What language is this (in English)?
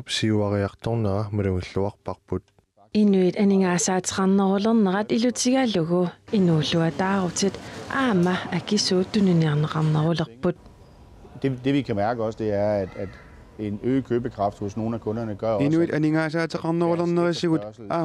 Kalaallisut